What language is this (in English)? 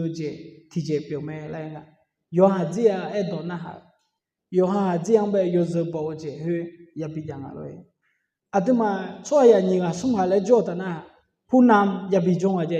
Akha